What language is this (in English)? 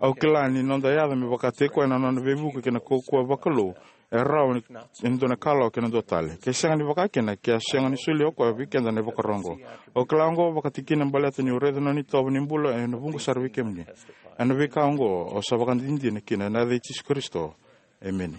Fijian